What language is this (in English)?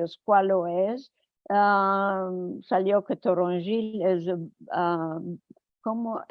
Ladino